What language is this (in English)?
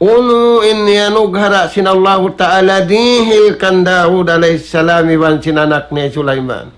Tausug